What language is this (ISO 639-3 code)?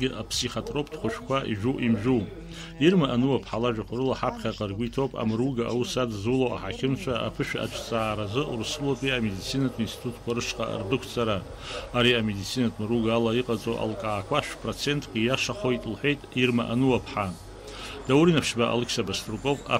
abk